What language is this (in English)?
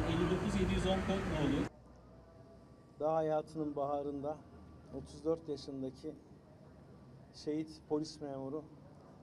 Turkish